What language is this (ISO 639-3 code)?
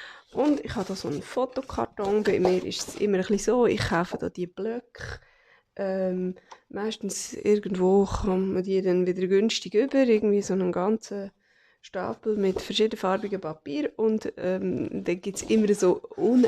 gsw